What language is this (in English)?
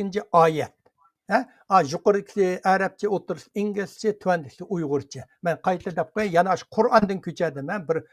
Uyghur